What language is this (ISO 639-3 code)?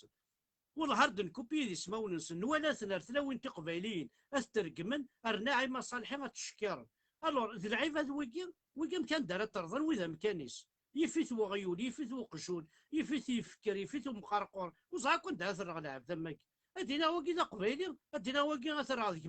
kab